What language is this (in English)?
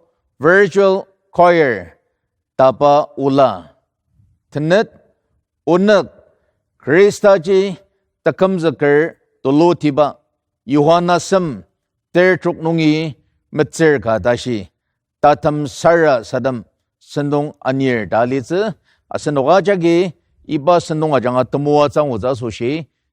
Ao Naga